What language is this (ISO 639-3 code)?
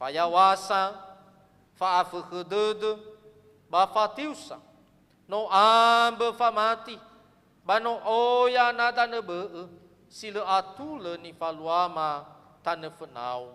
nia